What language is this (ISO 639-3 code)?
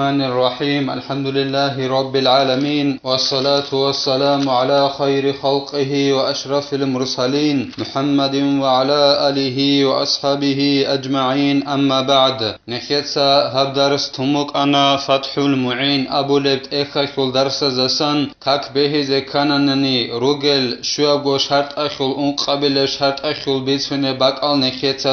ava